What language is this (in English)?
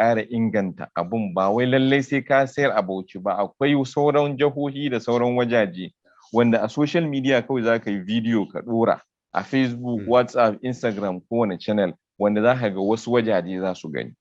Hausa